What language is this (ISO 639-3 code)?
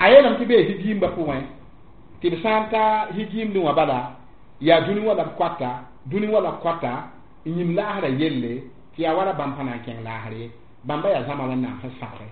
mos